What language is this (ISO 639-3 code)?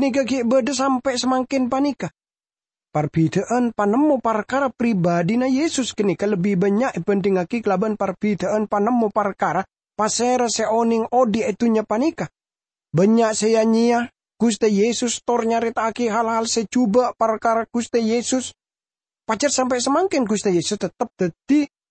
mad